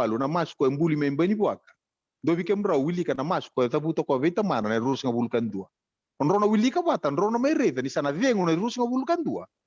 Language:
Fijian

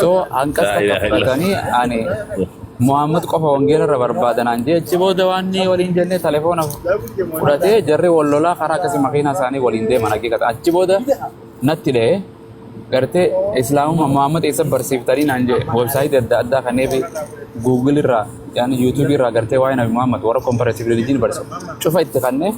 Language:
Oromo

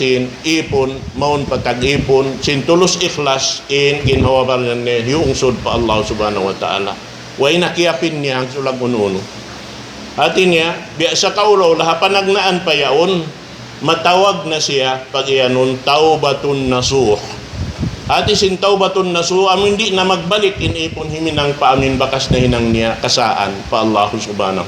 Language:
Tausug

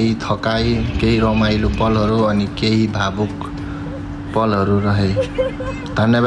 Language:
Nepali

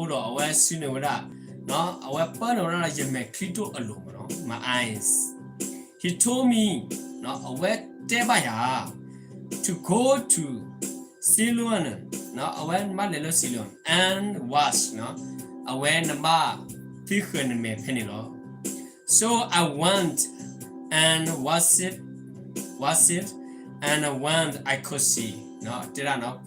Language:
S'gaw Karen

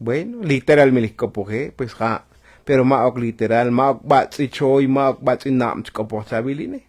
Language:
Tzotzil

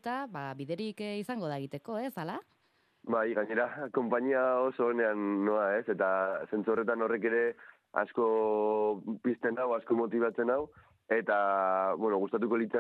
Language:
Basque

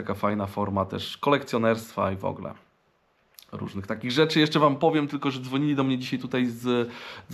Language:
Polish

